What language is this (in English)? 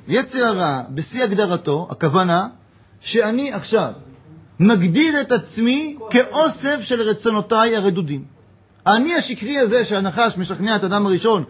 Hebrew